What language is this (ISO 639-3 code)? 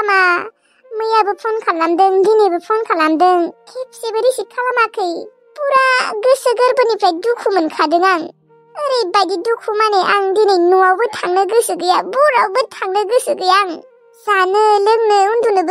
brx